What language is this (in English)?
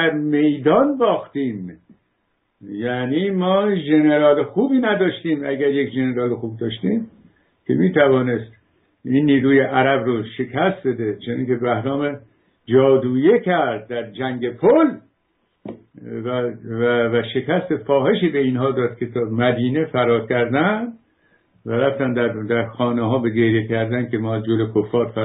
Persian